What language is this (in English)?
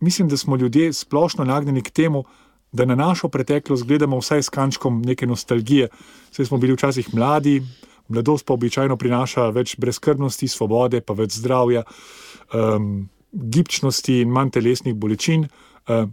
Slovenian